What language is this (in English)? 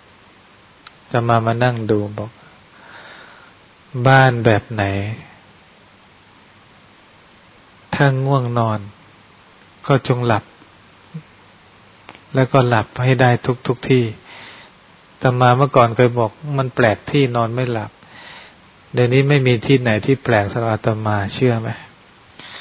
Thai